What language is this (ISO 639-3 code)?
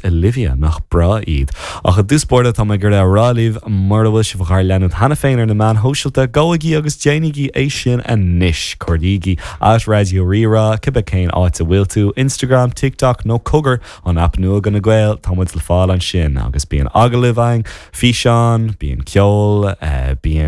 gle